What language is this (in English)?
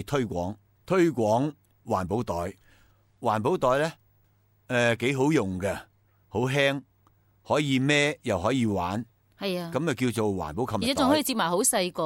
Cantonese